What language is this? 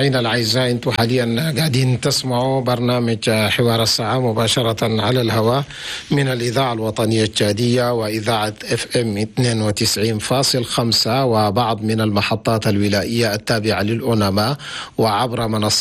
Chadian Arabic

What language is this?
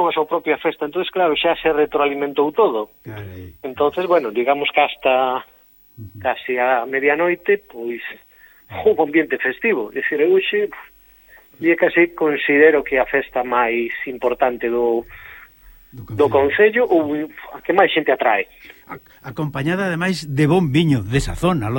Galician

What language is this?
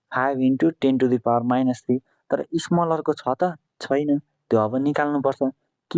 Nepali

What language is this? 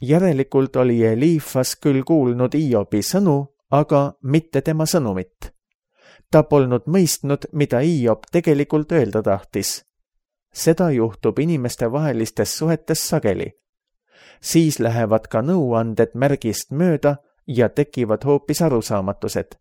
Estonian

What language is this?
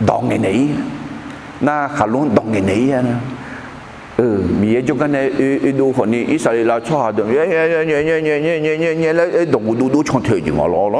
Akha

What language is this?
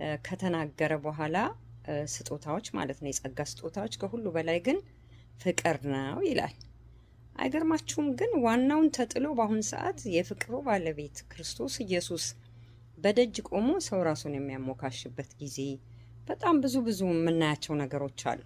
Amharic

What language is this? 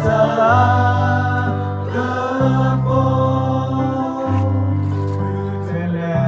S'gaw Karen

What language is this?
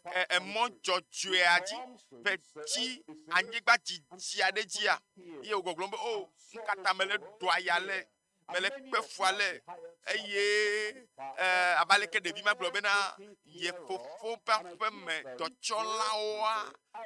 Ewe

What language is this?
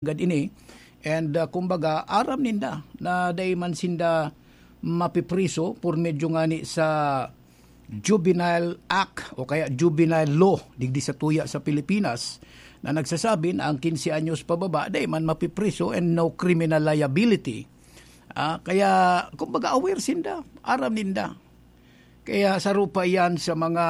Bikol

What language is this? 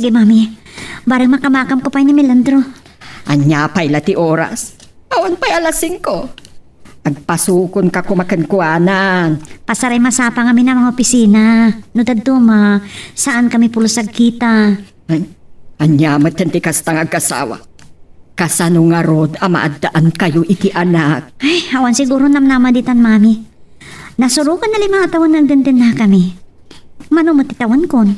Iloko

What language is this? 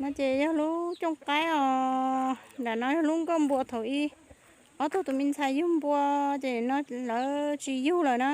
Hmong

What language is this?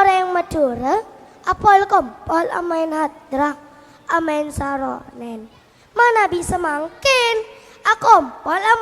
Madurese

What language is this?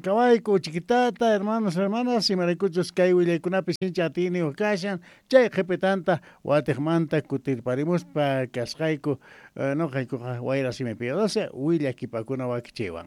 South Bolivian Quechua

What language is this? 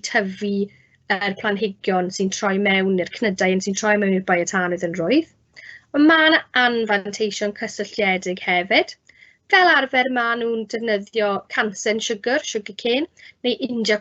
Welsh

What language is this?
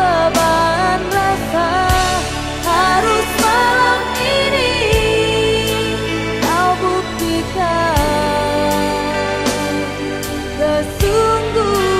Indonesian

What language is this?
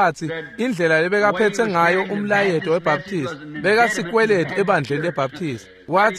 Swati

